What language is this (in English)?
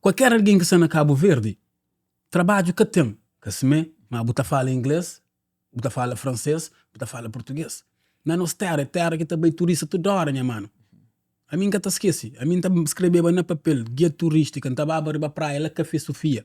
Kabuverdianu